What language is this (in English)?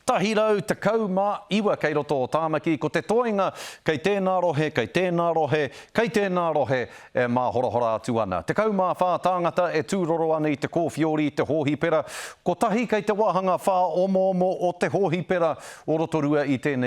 Māori